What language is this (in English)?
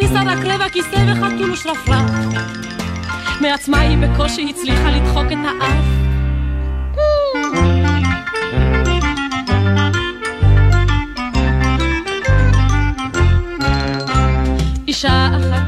Hebrew